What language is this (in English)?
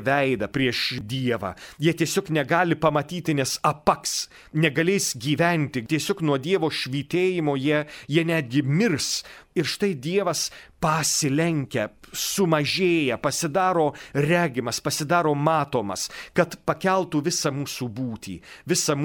Lithuanian